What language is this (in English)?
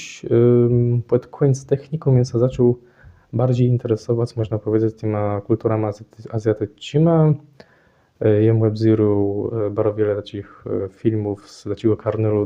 Kashubian